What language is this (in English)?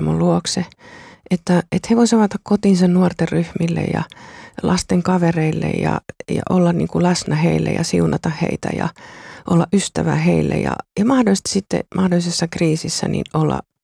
Finnish